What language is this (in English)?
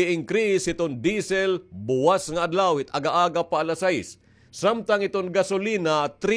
Waray